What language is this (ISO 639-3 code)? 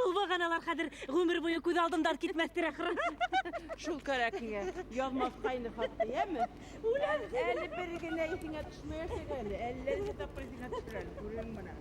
bak